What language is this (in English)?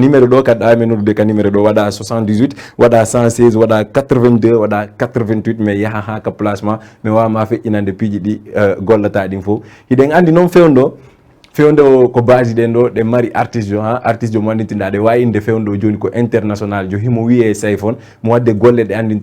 Fula